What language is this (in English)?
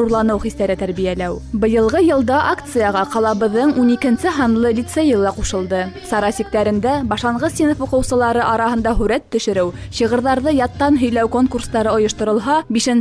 Bashkir